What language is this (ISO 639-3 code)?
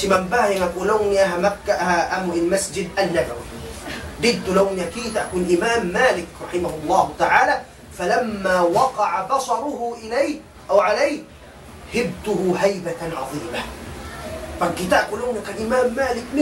tsg